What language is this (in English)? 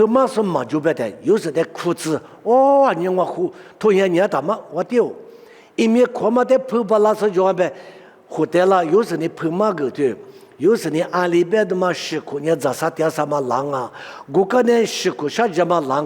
Lisu